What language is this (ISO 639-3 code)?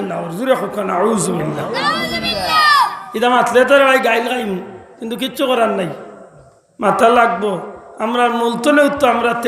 syl